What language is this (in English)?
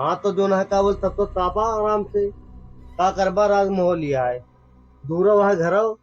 Awadhi